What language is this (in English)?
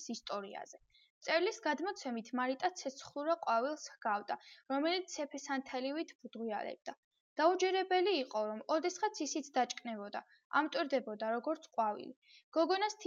Georgian